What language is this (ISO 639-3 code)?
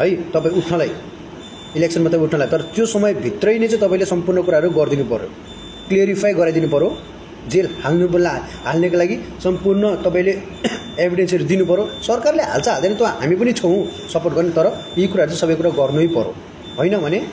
nep